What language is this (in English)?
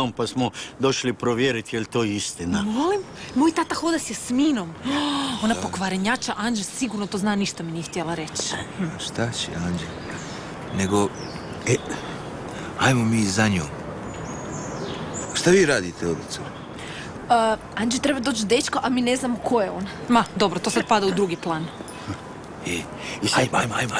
Croatian